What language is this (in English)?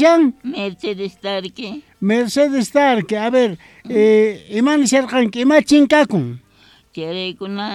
South Bolivian Quechua